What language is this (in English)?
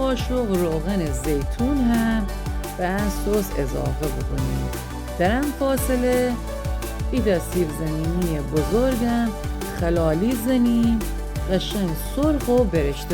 Gilaki